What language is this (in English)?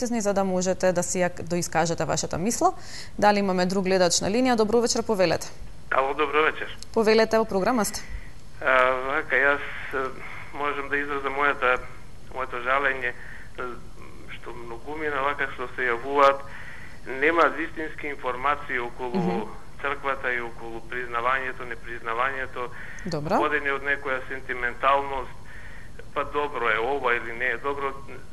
Macedonian